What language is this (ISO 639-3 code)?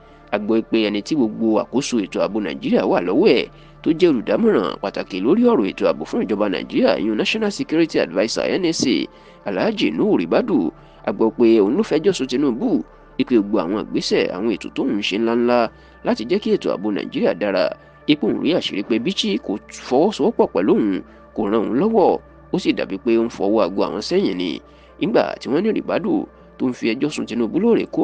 yor